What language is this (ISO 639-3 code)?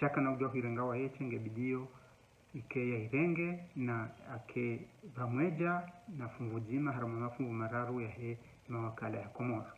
zdj